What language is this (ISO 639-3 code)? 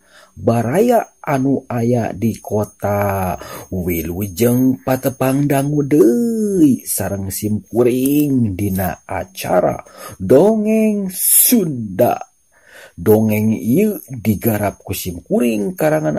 sun